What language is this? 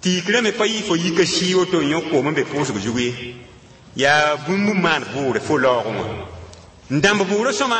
Mossi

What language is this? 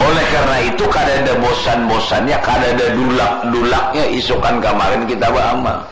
Banjar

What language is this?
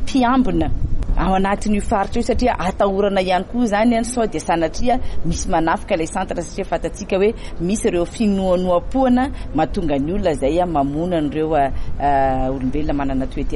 Malagasy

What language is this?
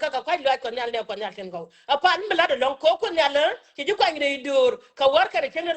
Nuer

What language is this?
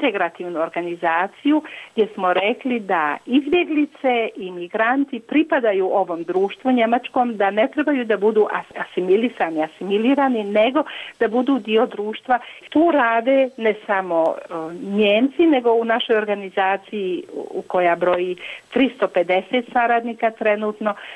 Bosnian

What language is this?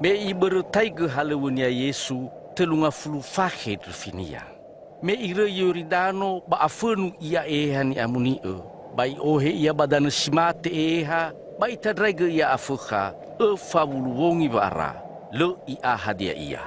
Nias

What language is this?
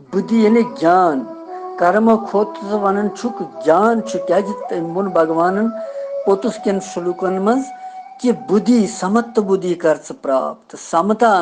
Kashmiri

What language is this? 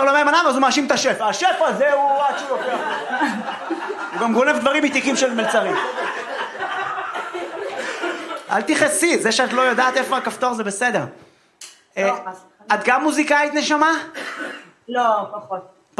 Hebrew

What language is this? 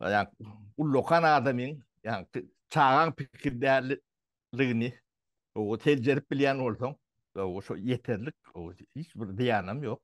Turkmen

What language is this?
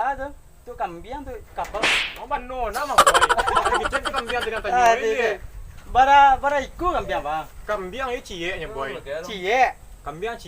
Minangkabau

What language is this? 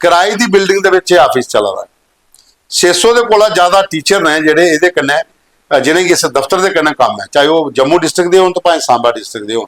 Dogri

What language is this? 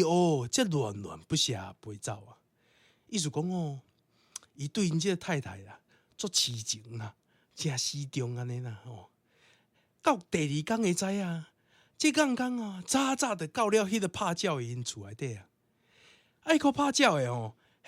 Min Nan Chinese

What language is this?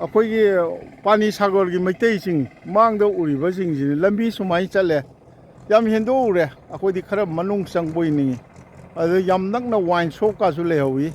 Manipuri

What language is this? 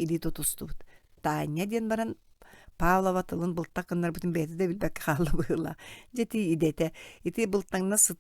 Yakut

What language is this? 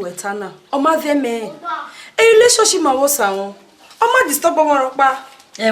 Bini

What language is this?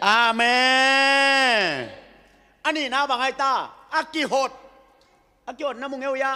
Tedim Chin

